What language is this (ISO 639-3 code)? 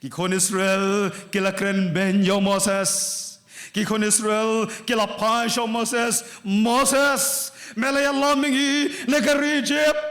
kha